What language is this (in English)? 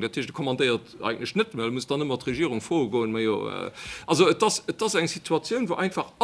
Luxembourgish